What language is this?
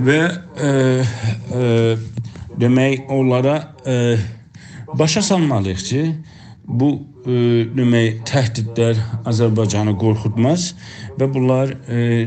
South Azerbaijani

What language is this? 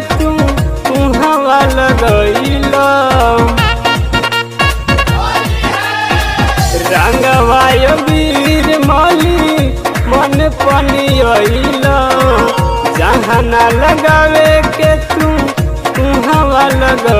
Bhojpuri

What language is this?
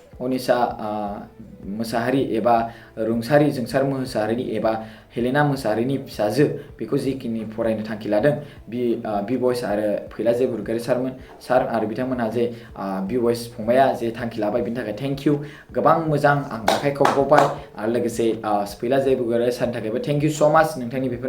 Bodo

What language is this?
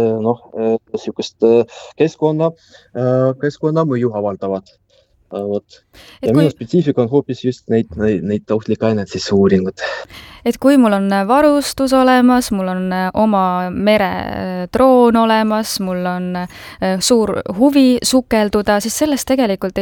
Estonian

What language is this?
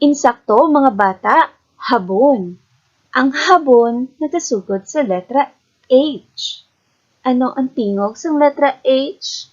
Hiligaynon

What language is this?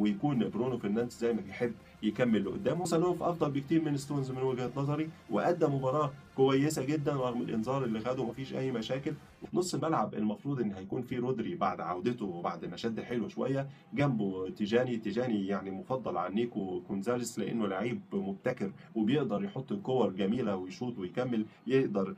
Egyptian Arabic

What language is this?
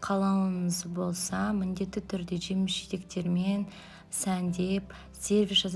Kazakh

